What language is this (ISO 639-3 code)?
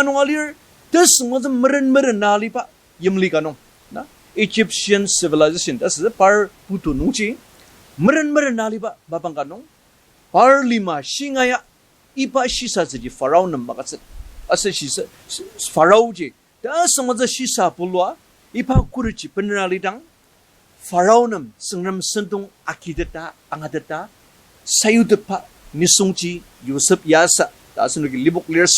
njo